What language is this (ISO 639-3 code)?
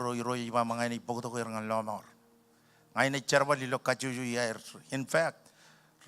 mah